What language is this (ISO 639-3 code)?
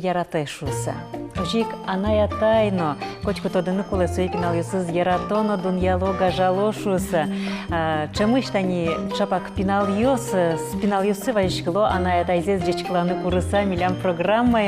udm